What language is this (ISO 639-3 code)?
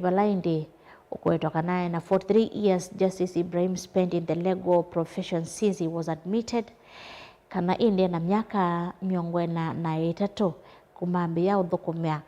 kam